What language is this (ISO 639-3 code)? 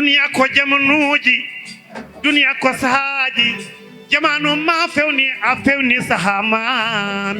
ful